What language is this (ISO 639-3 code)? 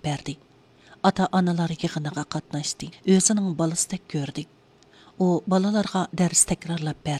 uig